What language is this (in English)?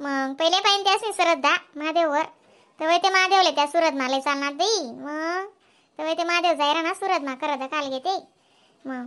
Khandesi